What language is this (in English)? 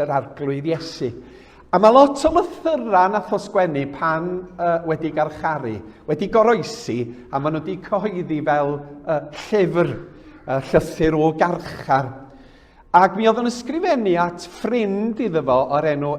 Welsh